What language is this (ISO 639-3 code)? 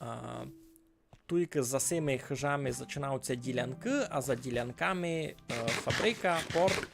rue